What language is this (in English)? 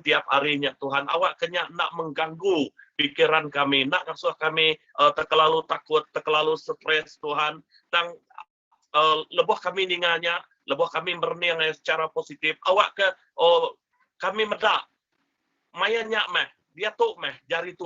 Iban